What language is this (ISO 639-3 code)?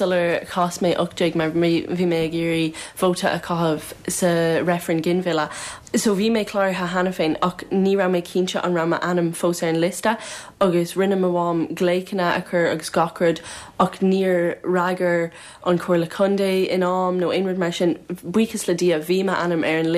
gle